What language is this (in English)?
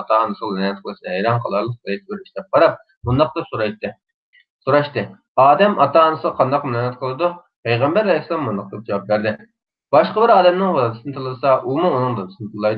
Uyghur